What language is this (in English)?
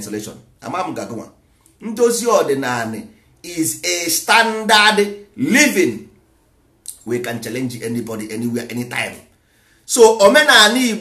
Igbo